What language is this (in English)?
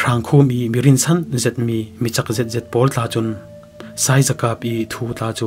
Falam Chin